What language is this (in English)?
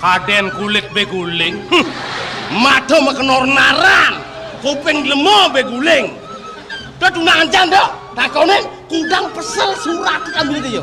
Balinese